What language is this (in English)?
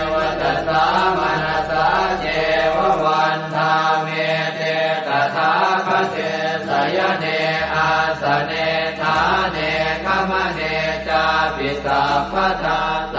Pali